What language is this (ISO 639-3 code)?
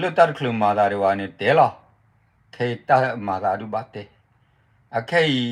ksw